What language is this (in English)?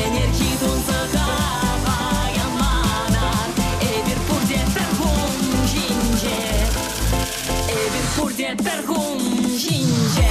Chuvash